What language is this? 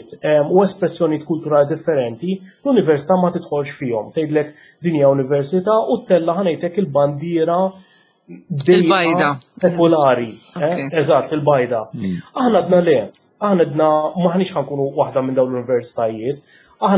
Maltese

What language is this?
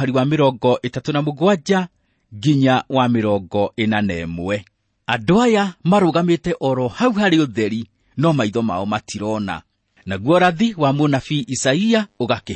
Kikuyu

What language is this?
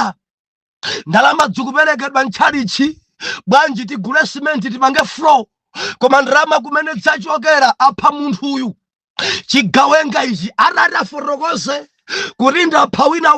Nyanja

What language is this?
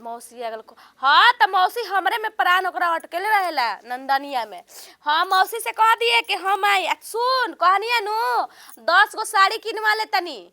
Bhojpuri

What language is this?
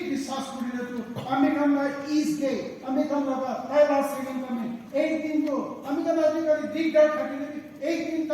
Naga Pidgin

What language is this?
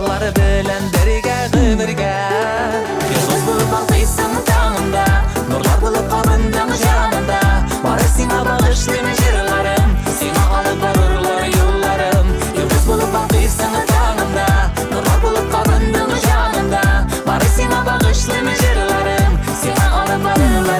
Tatar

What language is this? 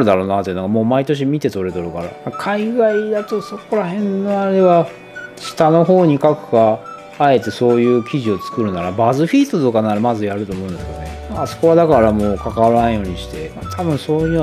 Japanese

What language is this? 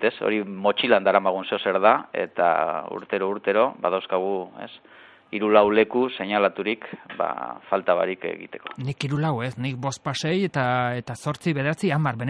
Basque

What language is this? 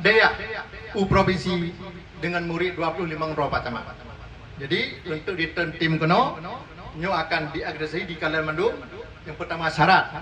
Achinese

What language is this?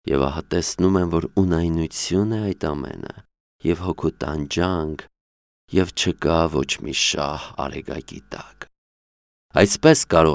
Armenian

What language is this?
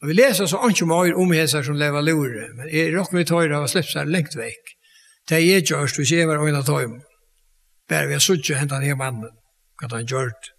Faroese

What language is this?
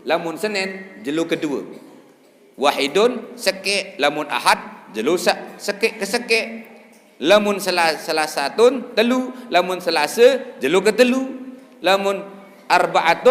Sasak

